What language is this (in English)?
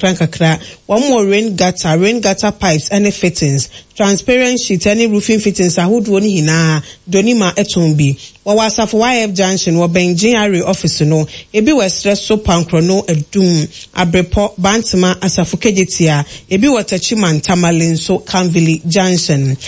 Akan